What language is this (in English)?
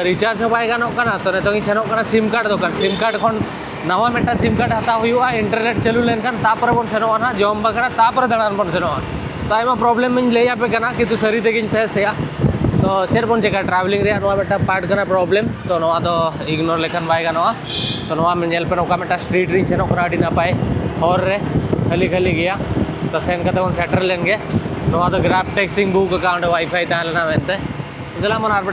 Santali